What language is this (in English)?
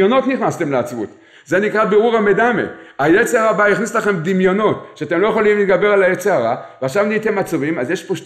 Hebrew